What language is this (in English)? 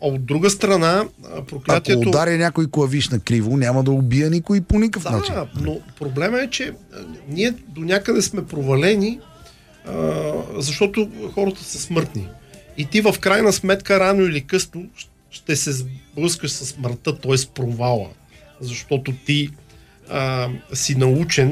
Bulgarian